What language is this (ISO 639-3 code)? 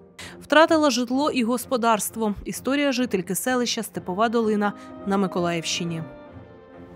ukr